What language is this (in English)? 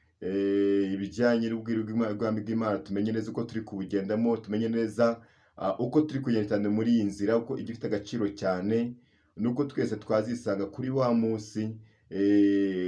Kinyarwanda